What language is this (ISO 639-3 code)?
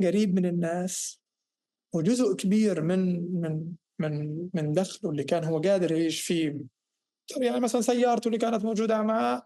apc